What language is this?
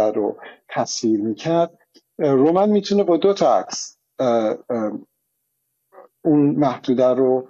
Persian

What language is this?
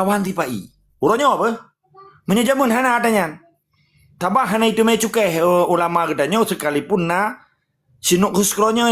Achinese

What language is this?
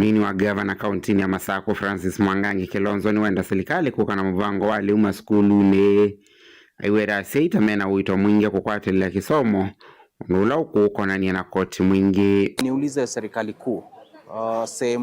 Kamba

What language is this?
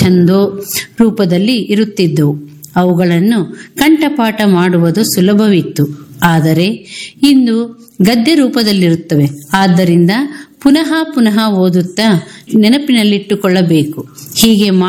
Kannada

